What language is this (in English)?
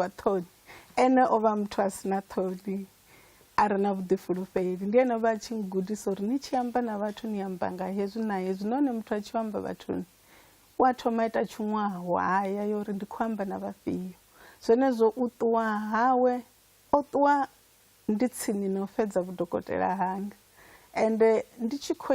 Venda